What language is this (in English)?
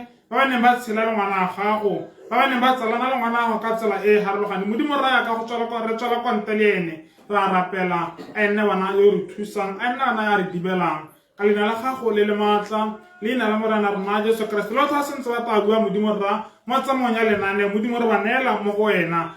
Tswana